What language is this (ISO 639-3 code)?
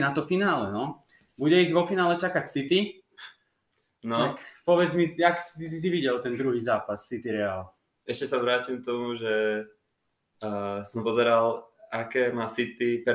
slk